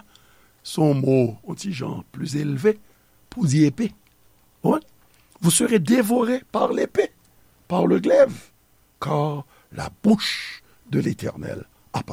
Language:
Haitian Creole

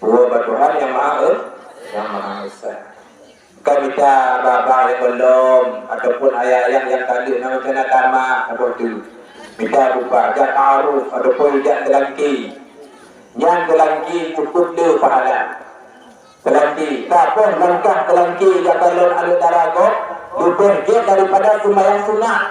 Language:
Achinese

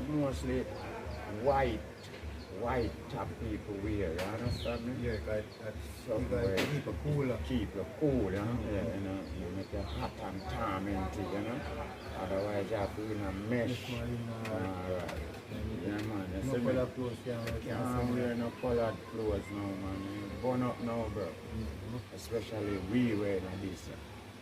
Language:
Jamaican Creole English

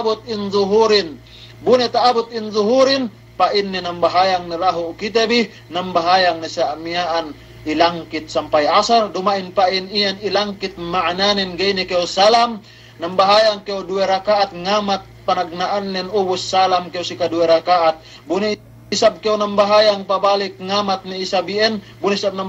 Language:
Yakan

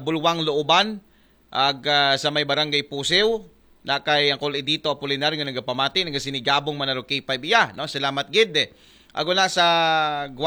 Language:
Aklanon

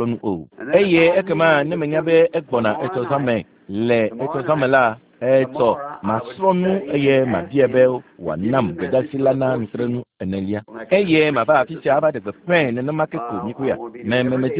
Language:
Ewe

